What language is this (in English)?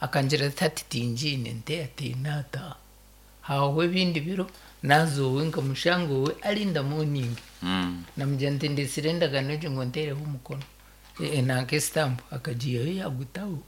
Nyankole